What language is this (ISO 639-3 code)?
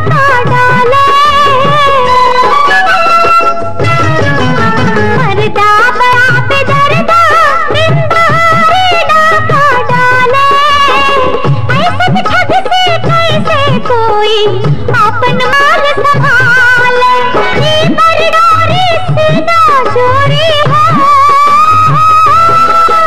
bho